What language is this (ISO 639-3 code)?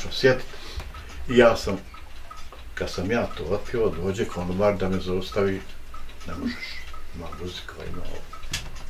bos